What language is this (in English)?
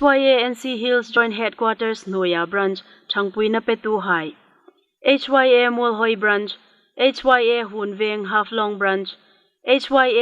Hmar